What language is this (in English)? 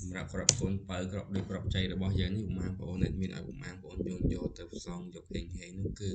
Khmer